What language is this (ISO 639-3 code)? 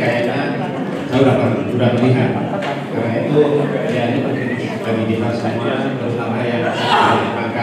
ind